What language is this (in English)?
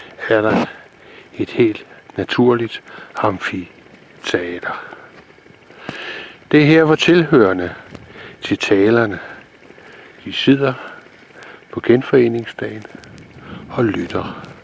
Danish